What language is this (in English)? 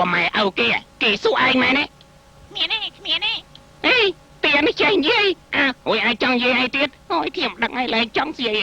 Khmer